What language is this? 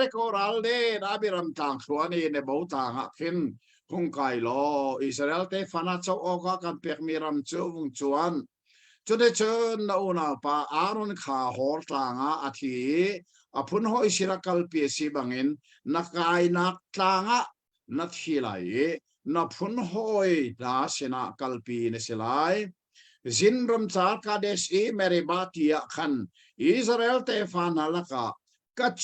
Hakha Chin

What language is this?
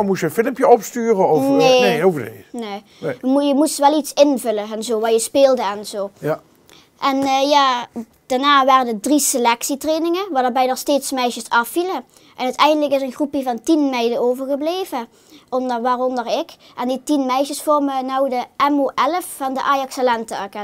Limburgish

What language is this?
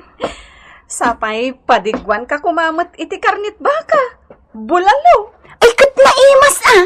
Iloko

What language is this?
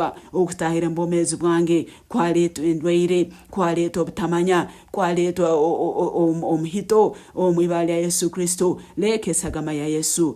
Nyankole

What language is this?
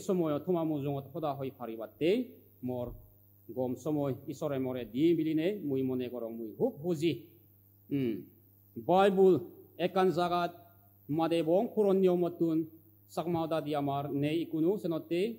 Chakma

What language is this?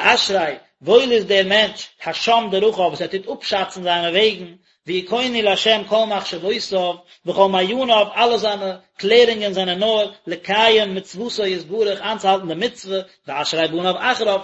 Yiddish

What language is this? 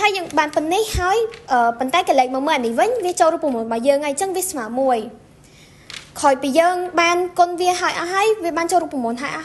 Khmer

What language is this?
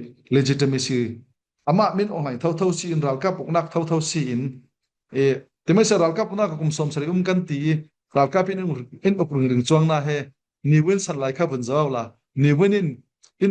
Falam Chin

